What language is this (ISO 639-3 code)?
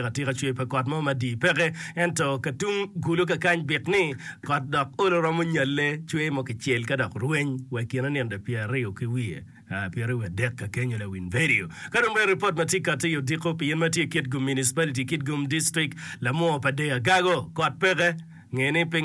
ach